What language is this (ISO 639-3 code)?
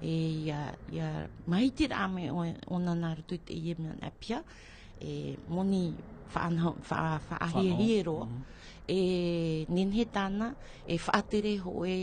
tah